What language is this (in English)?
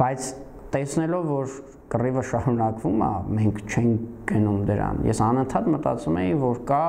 Armenian